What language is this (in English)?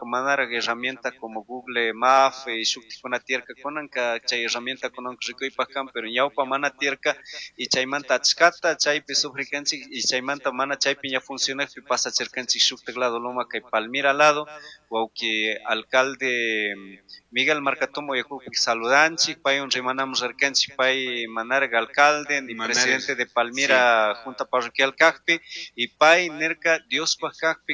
Chimborazo Highland Quichua